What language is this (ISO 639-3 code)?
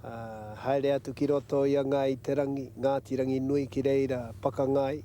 mri